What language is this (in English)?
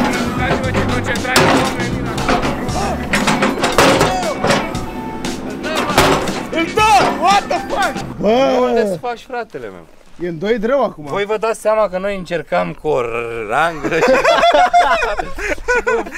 Romanian